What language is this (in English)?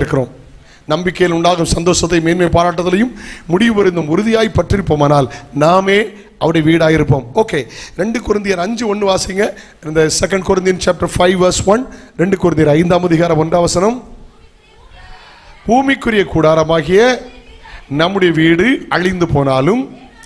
Tamil